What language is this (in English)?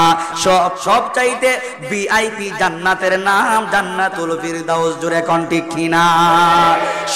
Bangla